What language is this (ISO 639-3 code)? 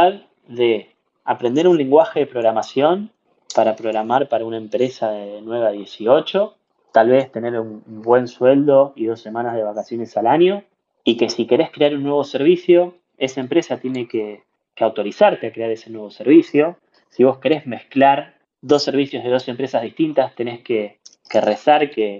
spa